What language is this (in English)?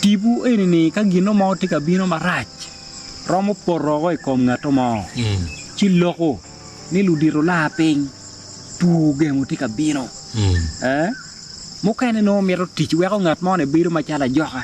Acoli